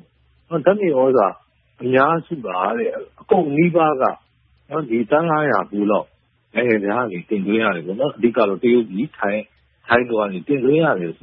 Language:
Burmese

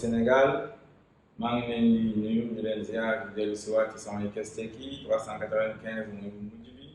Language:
Wolof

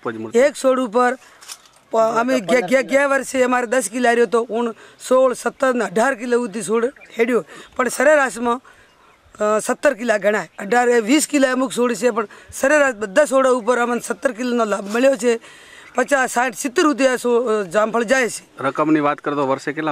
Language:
Gujarati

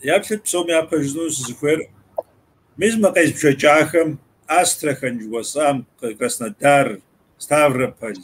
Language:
Kabardian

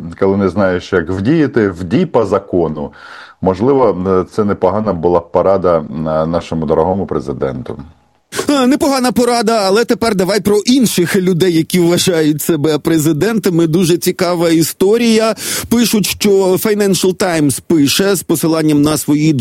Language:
Ukrainian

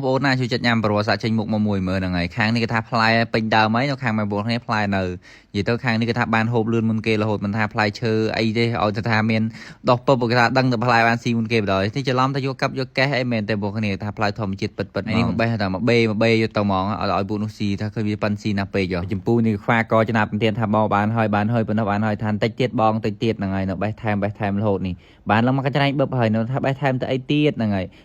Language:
Khmer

